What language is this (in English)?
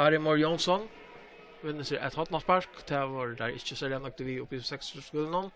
Faroese